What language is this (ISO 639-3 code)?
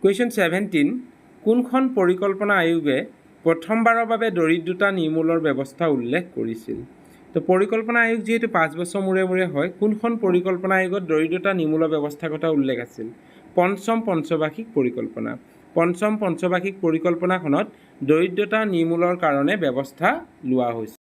asm